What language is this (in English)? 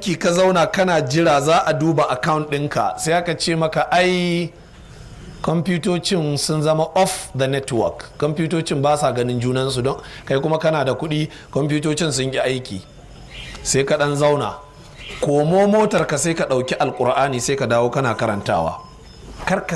Hausa